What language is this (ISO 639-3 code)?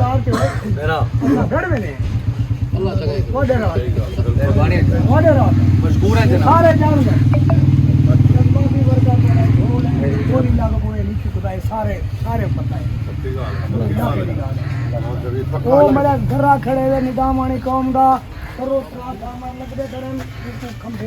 skr